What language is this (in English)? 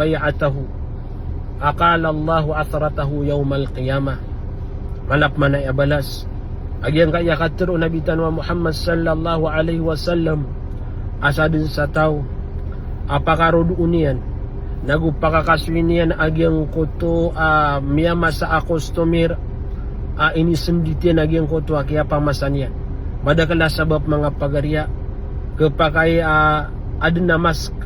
Maranao